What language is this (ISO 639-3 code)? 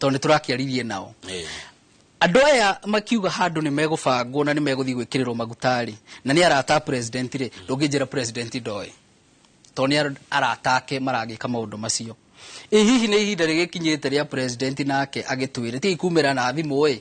kik